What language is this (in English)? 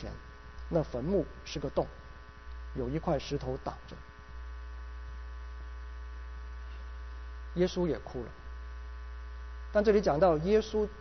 Chinese